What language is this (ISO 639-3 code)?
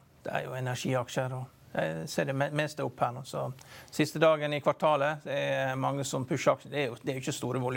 nor